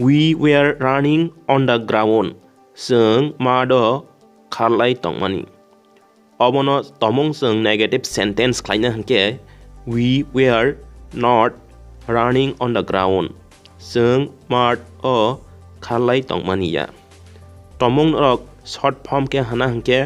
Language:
Kok Borok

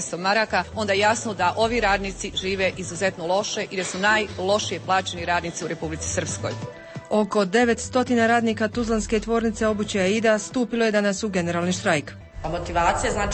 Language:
Bosnian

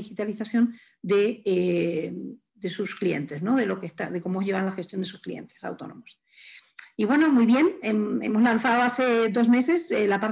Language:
Spanish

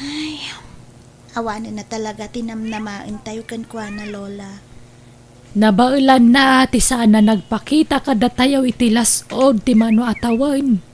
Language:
Iloko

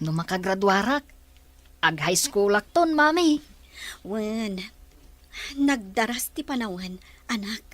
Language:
Iloko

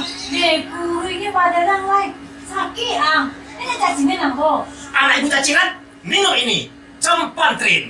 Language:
Minangkabau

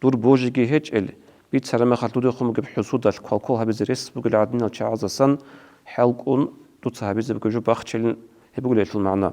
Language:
Avaric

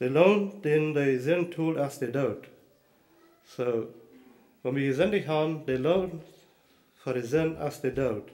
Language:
Plautdietsch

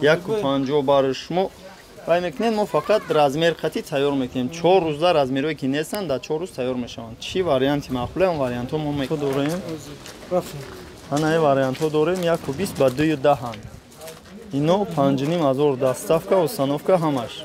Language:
Tajik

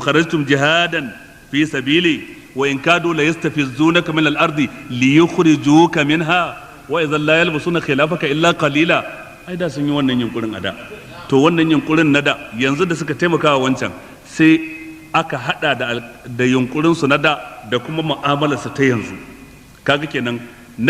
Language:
Hausa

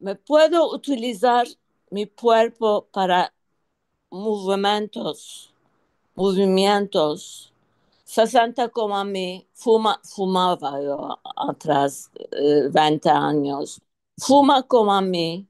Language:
Ladino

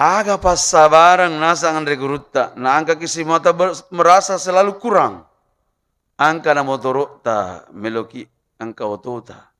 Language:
Buginese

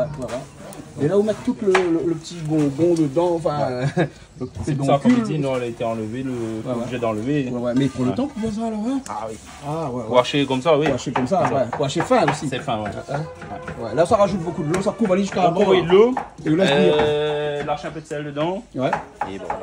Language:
Réunion Creole French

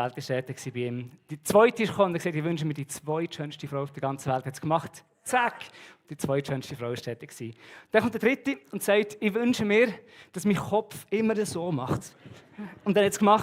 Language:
Swiss German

